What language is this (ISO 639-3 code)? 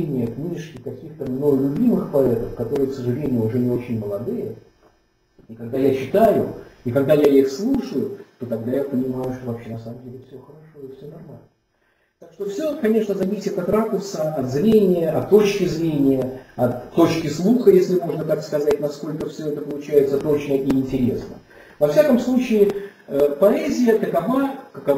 rus